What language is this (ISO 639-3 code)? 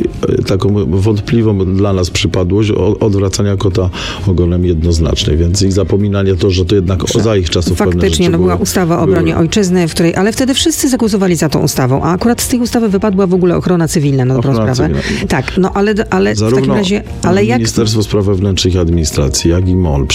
pol